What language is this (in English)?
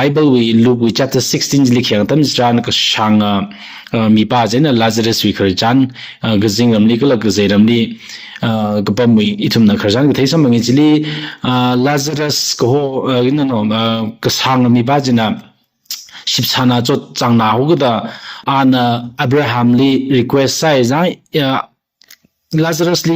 Tangkhul Naga (India)